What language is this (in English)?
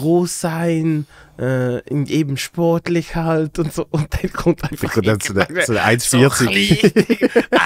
Swiss German